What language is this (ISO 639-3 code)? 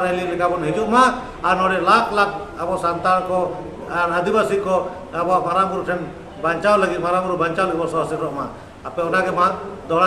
sat